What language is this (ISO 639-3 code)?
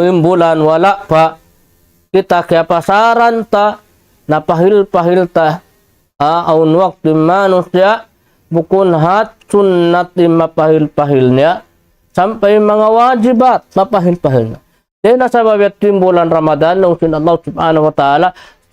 tsg